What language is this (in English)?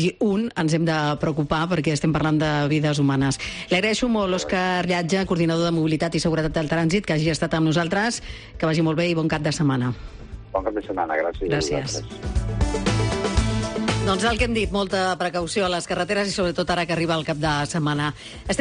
Catalan